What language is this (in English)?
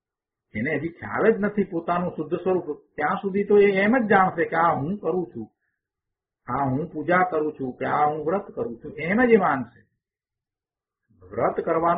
Gujarati